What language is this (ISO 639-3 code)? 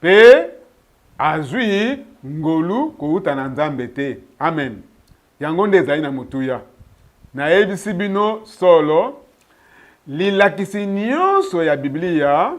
lin